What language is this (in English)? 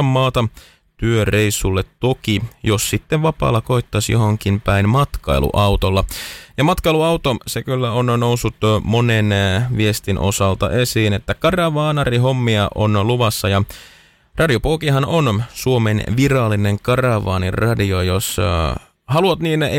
Finnish